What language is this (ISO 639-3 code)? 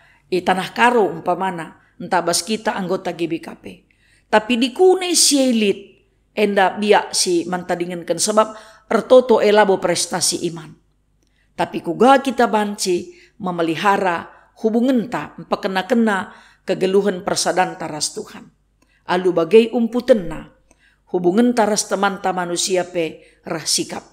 btx